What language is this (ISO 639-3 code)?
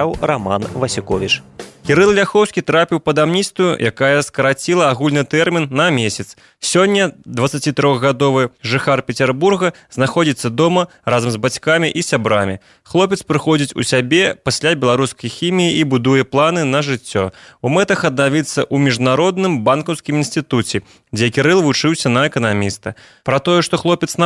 bel